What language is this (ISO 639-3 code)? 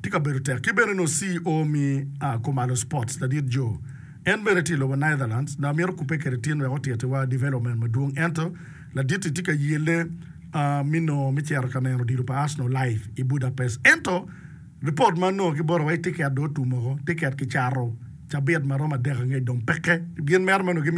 ach